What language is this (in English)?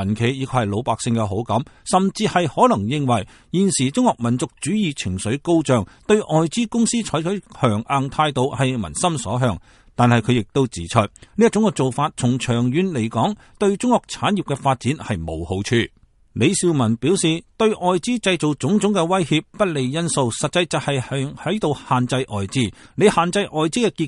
Cantonese